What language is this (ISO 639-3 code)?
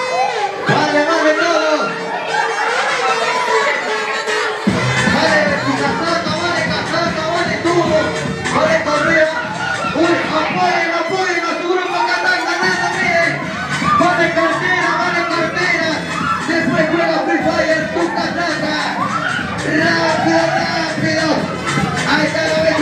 spa